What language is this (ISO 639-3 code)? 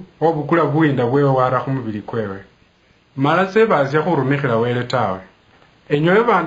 luy